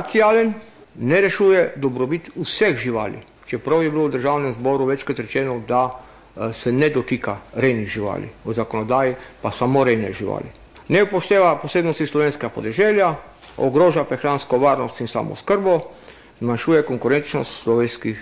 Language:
Slovenian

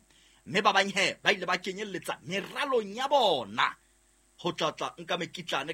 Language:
Southern Sotho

